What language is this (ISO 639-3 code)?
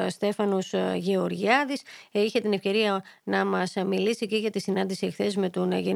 ell